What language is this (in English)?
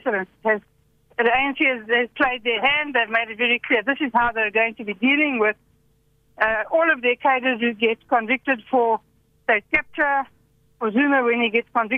English